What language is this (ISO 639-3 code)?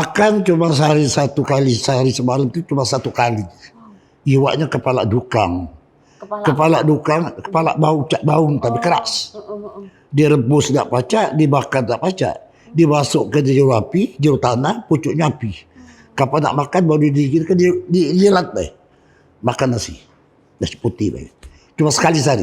mui